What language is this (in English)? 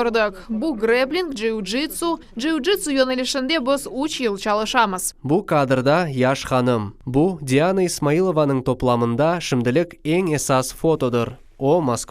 Crimean Tatar